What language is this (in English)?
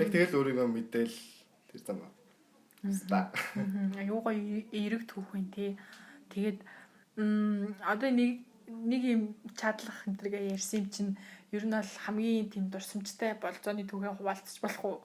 Mongolian